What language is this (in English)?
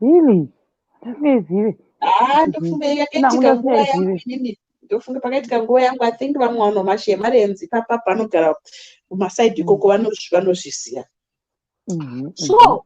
Shona